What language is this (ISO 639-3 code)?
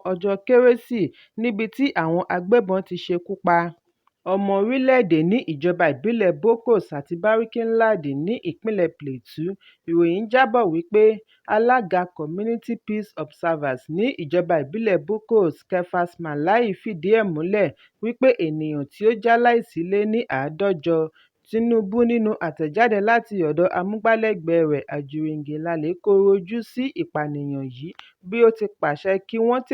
yor